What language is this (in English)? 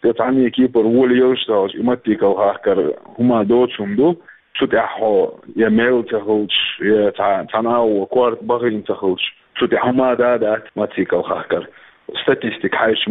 Chechen